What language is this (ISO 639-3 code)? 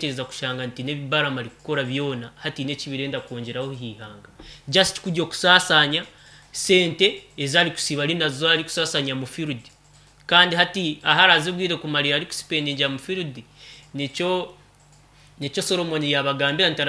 nyn